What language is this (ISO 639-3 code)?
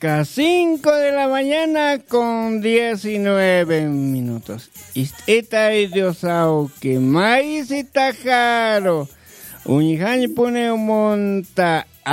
aym